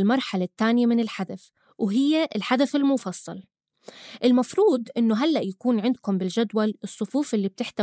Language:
North Levantine Arabic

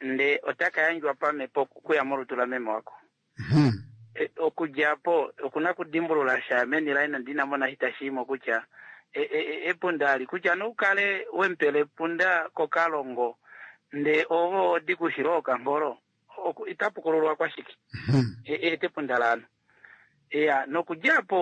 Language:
Kuanyama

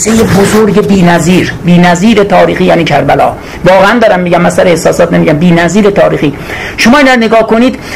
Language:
Persian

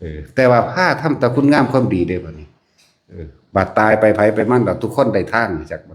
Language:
Northeastern Thai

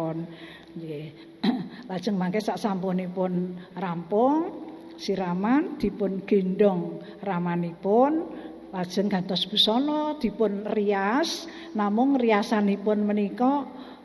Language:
Javanese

